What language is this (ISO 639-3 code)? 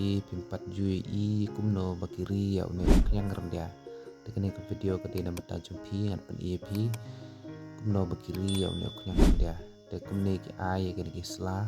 kha